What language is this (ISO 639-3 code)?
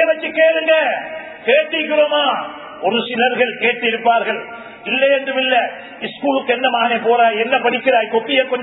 tam